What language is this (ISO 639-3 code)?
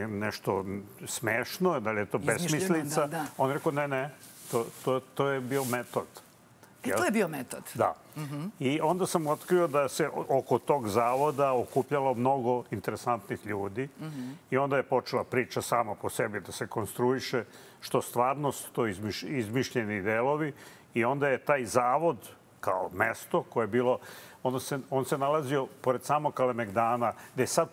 srp